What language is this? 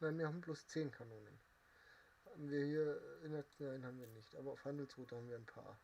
Bavarian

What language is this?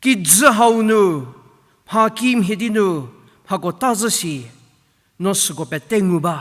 Angami Naga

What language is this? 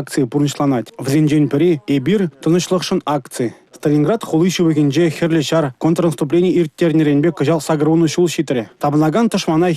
Chuvash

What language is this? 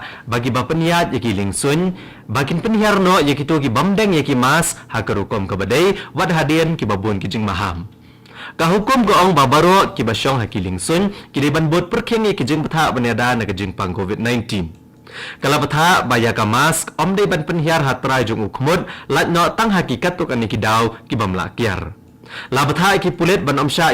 Khasi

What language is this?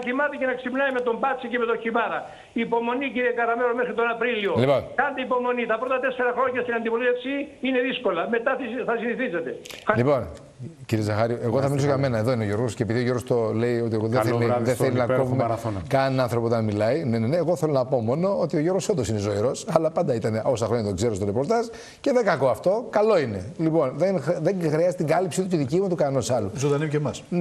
Greek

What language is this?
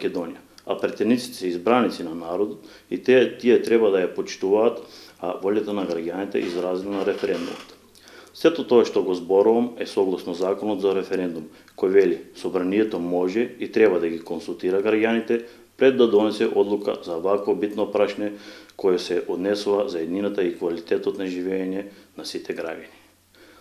Macedonian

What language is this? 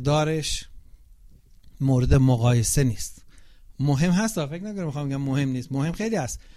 Persian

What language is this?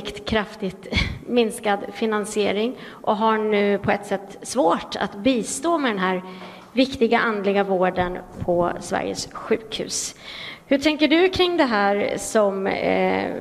Swedish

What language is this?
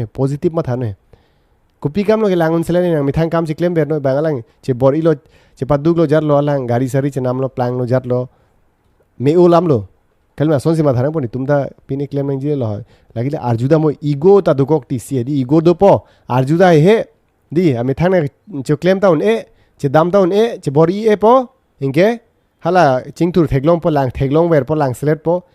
Karbi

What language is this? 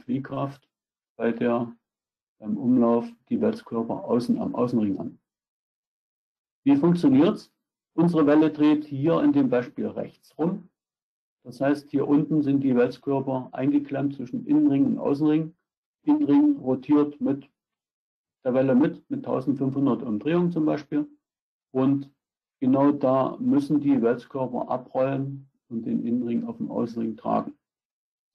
German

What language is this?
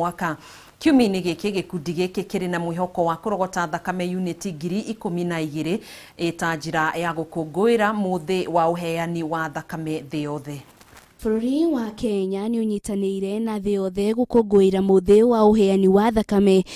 Kikuyu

